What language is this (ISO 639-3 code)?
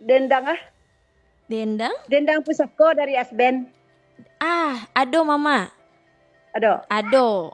min